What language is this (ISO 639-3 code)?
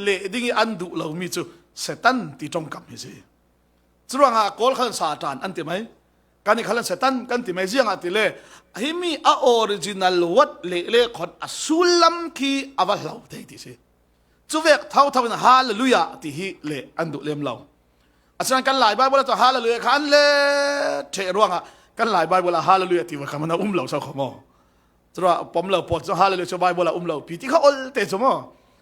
cfm